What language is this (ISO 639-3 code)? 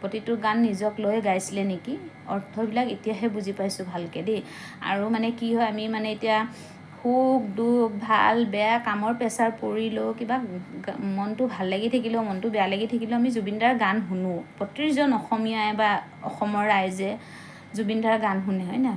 asm